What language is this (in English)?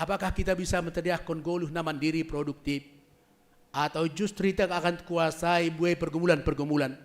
Batak Simalungun